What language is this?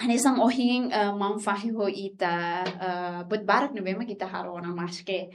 Tetum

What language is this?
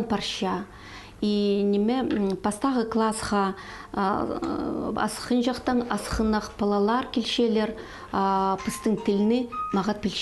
Khakas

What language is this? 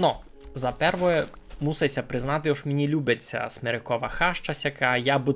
Rusyn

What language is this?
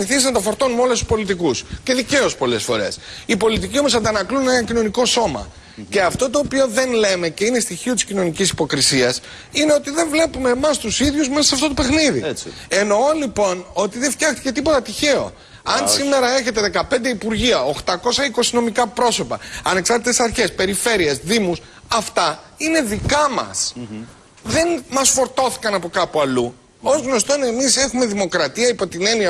Greek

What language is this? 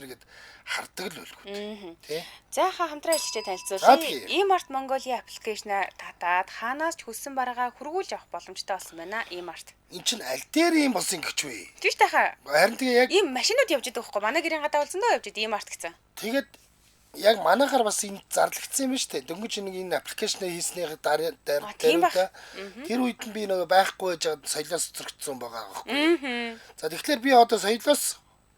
Mongolian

